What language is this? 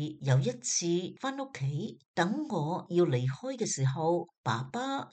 Cantonese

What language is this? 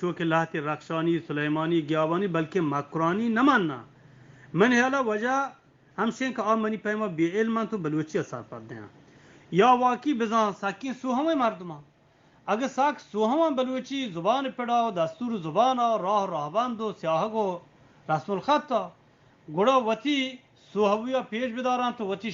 Eastern Balochi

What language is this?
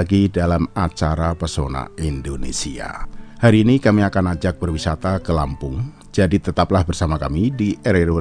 Indonesian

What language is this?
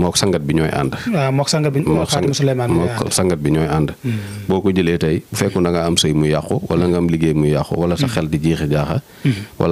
Wolof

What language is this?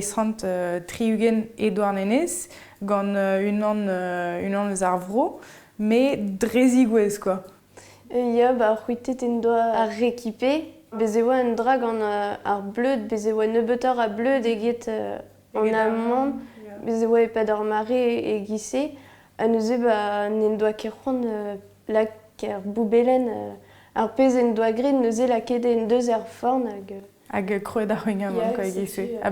Breton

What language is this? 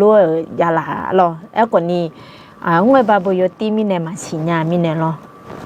Akha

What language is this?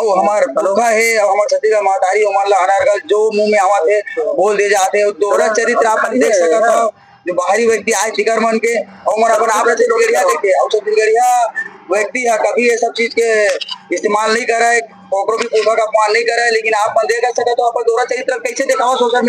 Chhattisgarhi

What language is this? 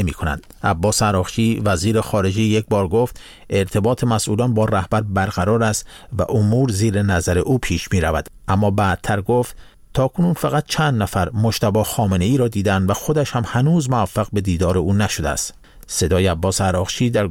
Persian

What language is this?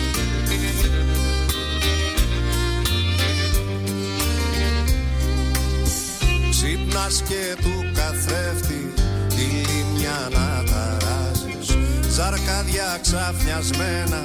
Greek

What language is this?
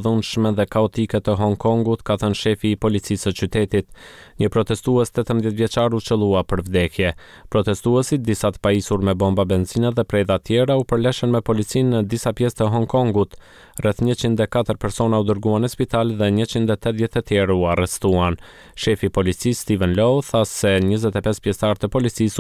Albanian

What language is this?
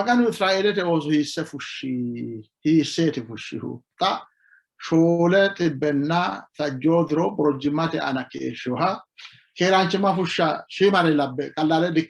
Sidamo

